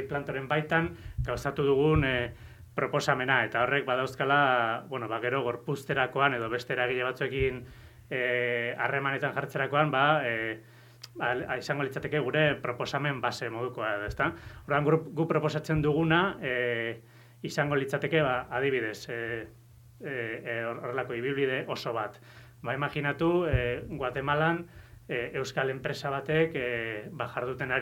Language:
Basque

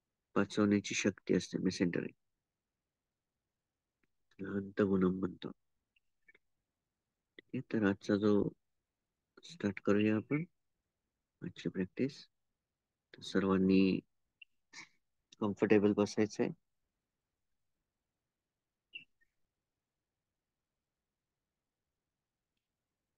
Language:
Marathi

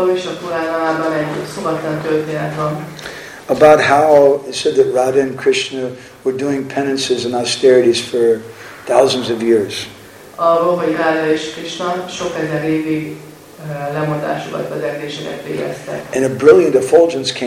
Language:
Hungarian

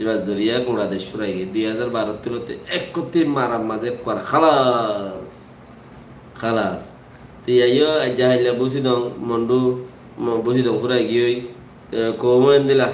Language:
Rohingya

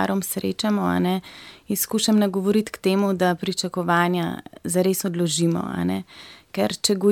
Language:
Slovenian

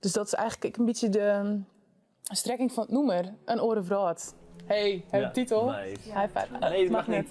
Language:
Western Frisian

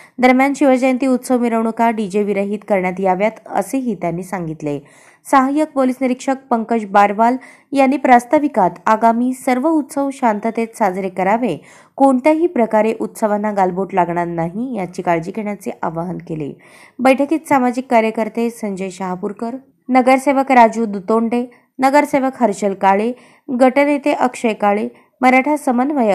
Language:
Marathi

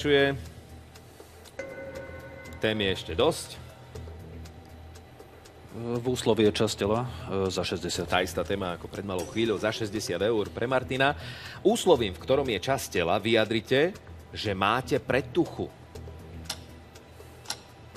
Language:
Slovak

